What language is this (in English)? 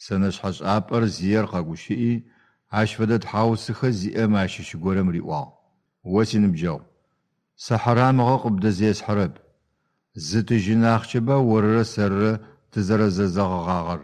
Adyghe